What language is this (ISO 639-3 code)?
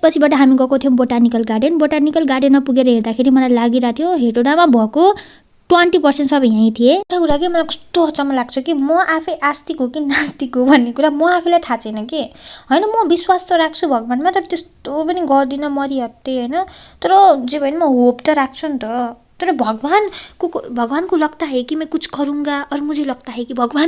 nep